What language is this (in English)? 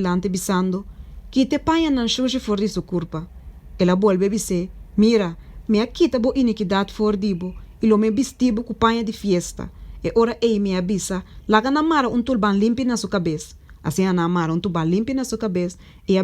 Papiamento